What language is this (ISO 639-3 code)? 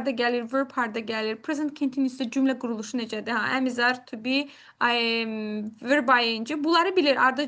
aze